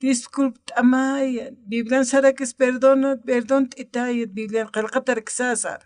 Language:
Aymara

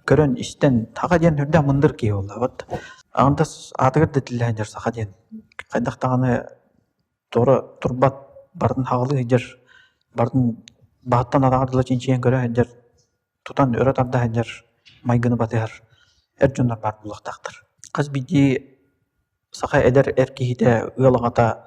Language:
Yakut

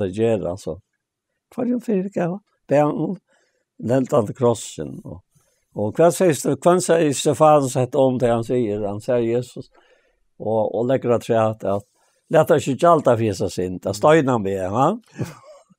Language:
Faroese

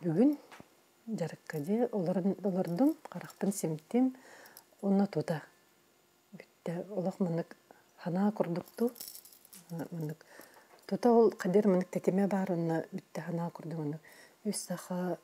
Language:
Yakut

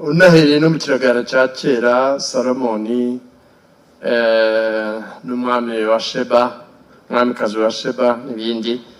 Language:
Kinyarwanda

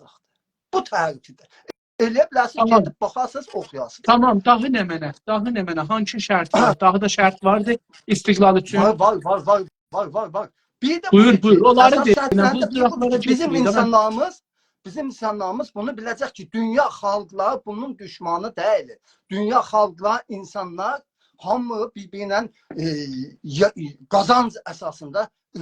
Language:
South Azerbaijani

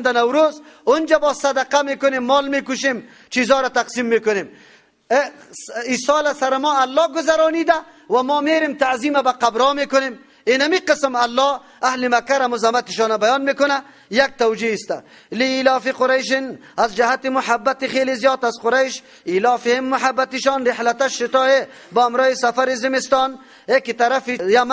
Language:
Persian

